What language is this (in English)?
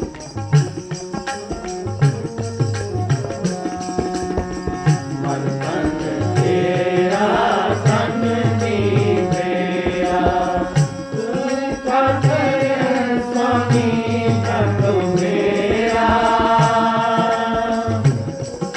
Punjabi